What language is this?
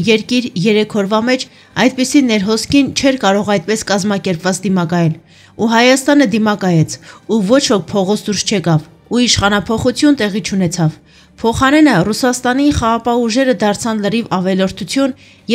Armenian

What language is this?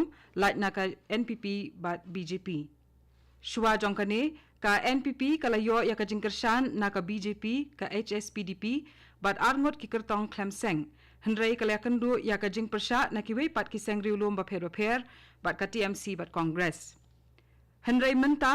Khasi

